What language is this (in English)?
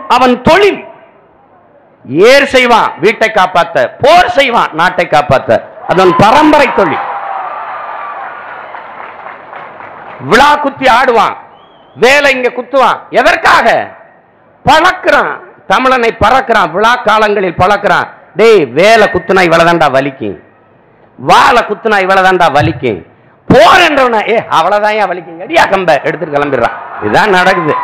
Tamil